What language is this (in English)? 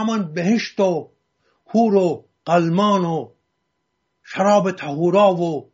Persian